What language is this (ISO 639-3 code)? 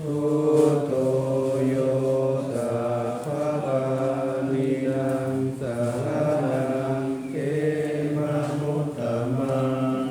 pli